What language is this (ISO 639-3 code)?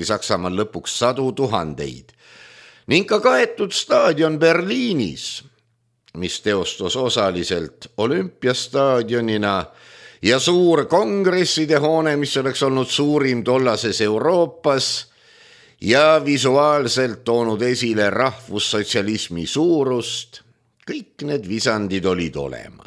est